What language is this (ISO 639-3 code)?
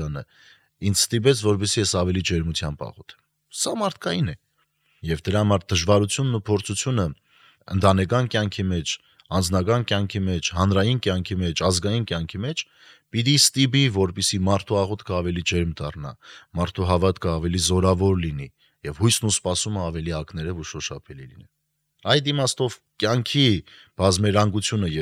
hye